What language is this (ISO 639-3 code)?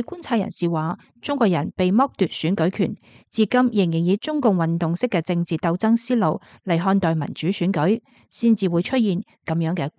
yue